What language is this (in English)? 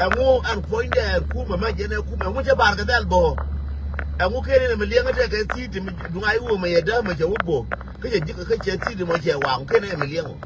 Nuer